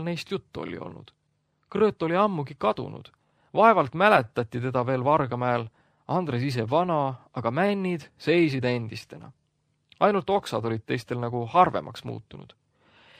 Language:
Estonian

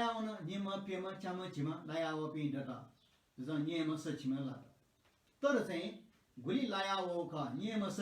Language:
Newari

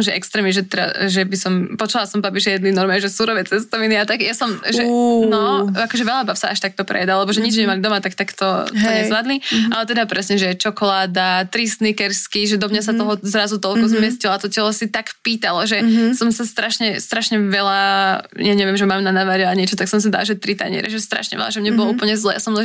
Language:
Slovak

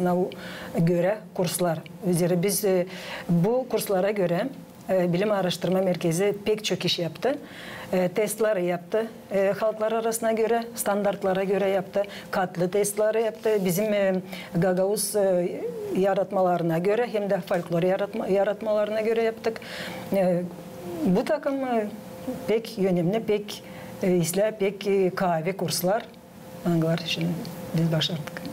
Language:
Gagauz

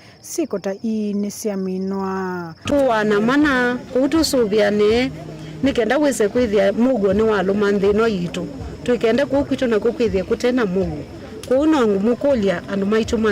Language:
Kamba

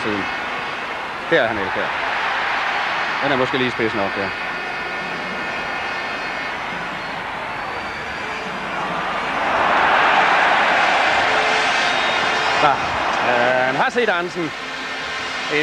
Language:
Danish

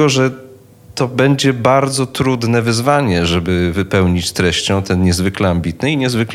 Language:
Polish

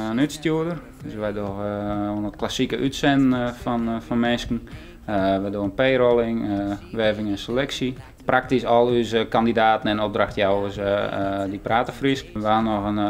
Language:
Western Frisian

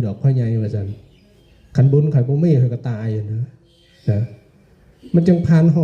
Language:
Northeastern Thai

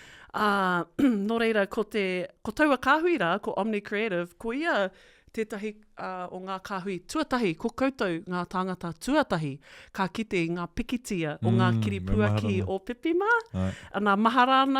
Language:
Māori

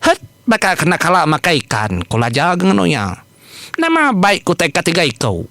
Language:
Iban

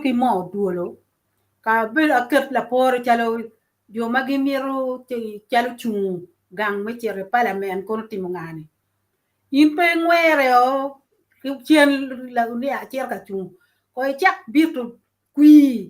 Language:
Acoli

